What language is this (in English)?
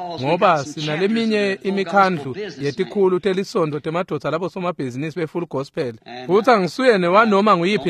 Swati